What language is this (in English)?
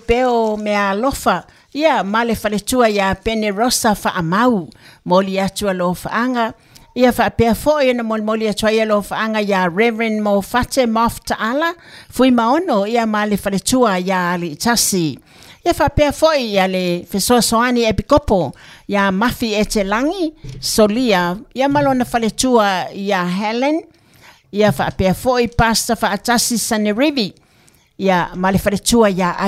Samoan